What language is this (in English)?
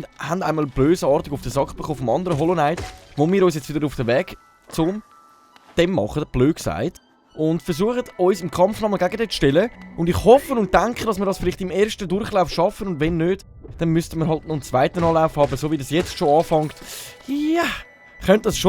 Swiss German